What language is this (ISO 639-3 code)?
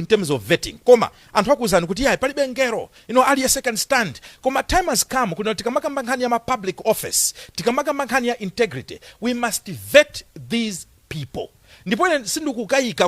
nya